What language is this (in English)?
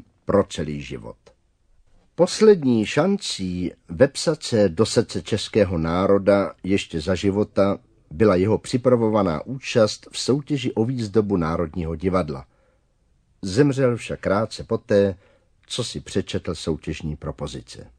Czech